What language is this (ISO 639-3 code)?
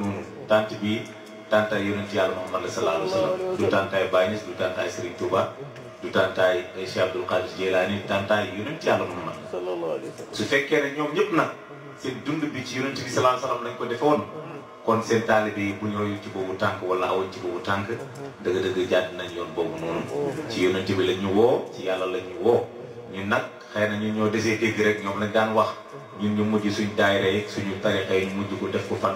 wol